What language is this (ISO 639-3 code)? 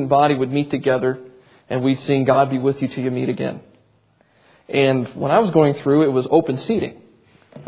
eng